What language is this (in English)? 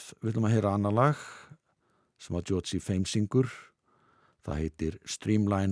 Icelandic